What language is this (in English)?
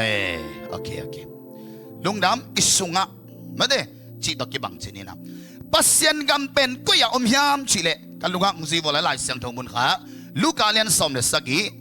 Tedim Chin